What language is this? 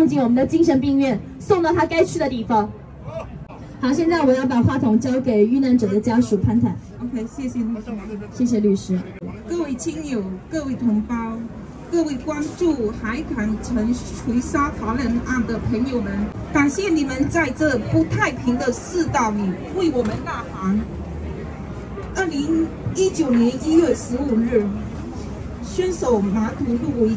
Chinese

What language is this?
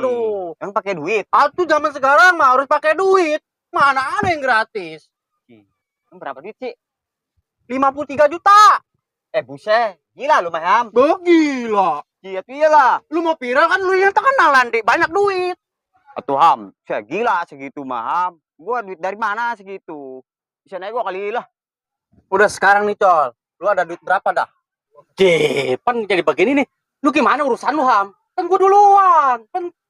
Betawi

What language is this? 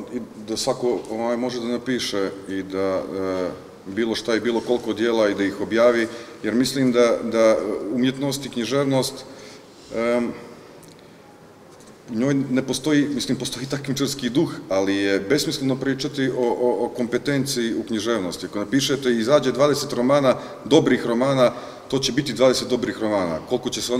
Bosnian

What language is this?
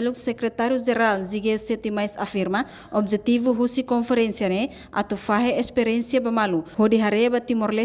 Tetum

